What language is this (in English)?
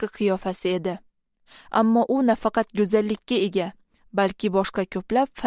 Uzbek